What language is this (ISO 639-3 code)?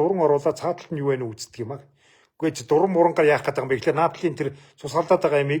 mon